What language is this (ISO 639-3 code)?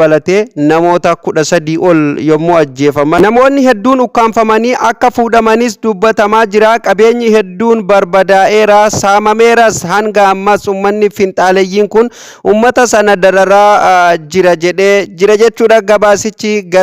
orm